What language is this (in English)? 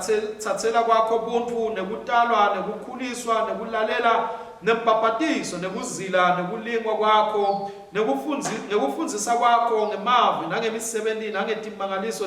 Swati